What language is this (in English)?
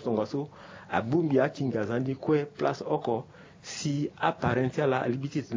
Sango